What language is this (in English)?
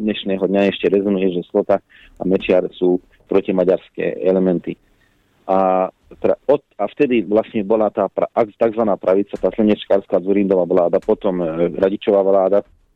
Slovak